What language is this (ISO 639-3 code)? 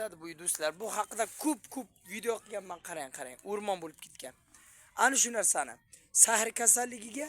uzb